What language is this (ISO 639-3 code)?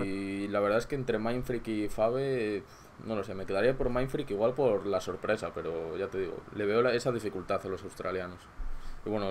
spa